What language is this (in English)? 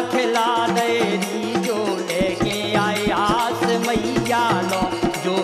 Bundeli